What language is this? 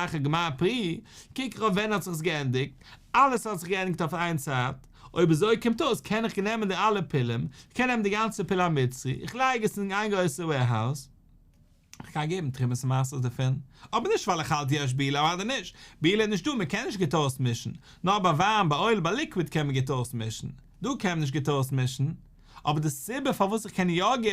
Yiddish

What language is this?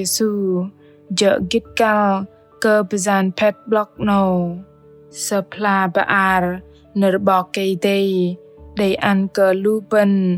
Bahnar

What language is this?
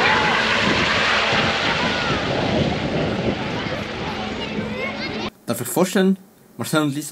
German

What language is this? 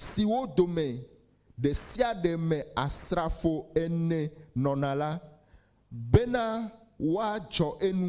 Ewe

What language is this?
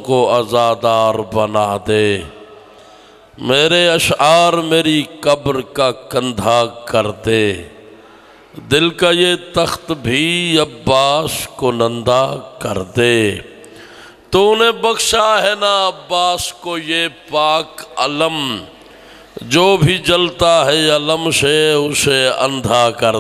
Urdu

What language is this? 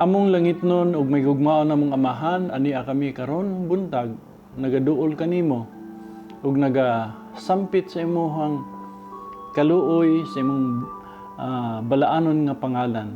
Cebuano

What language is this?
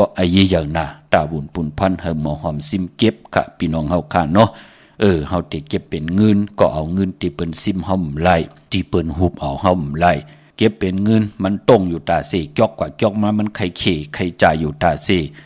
Shan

